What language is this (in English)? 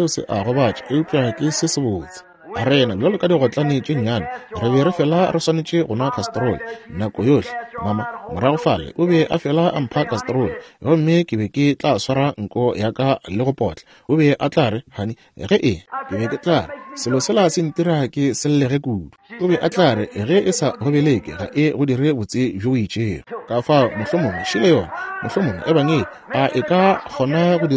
Northern Sotho